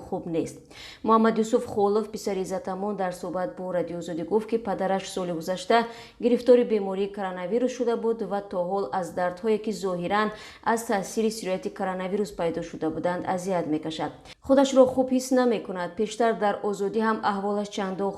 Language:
Tajik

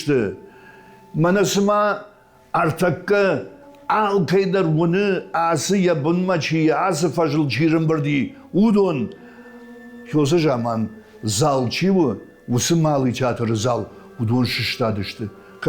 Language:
Ossetic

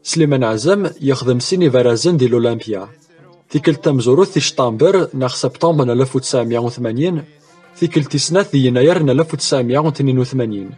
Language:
Kabyle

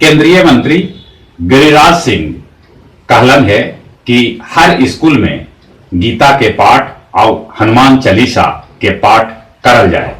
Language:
Magahi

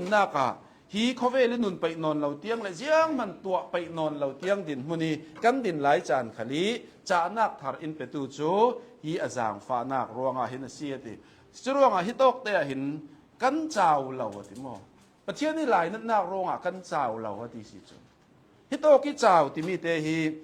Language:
Hakha Chin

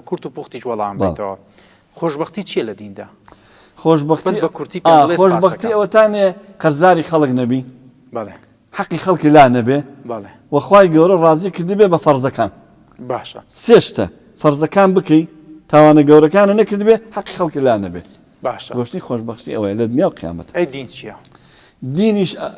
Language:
Central Kurdish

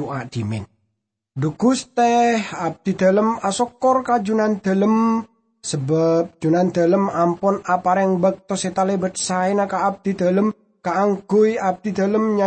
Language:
Madurese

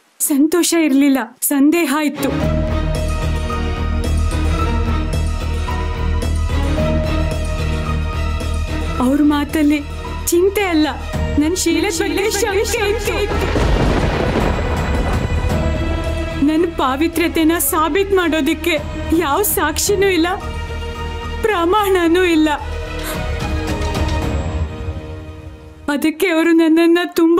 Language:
Kannada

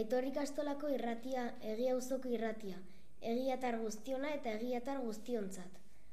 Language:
Basque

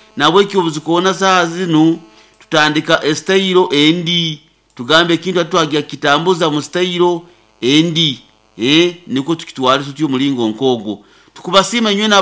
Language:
Nyankole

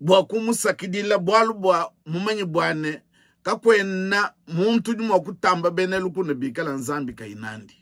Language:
Luba-Lulua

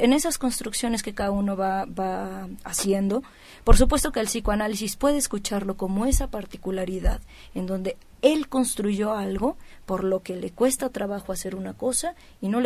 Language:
Spanish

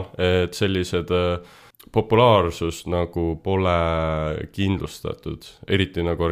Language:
Estonian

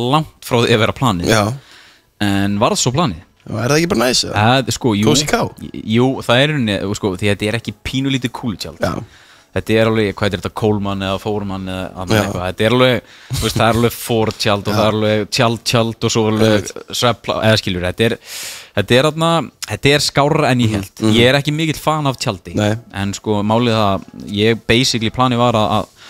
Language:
Icelandic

